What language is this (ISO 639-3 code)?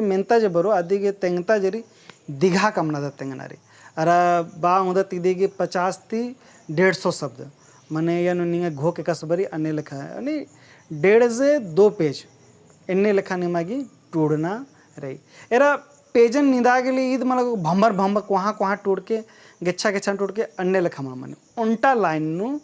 kru